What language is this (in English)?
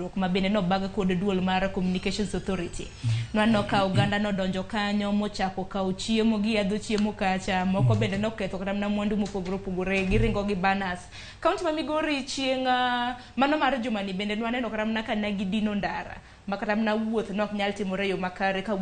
Luo (Kenya and Tanzania)